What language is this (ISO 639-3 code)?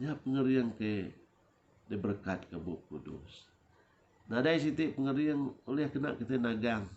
iba